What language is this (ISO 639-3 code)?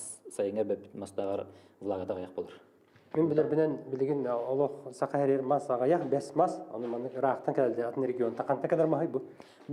sah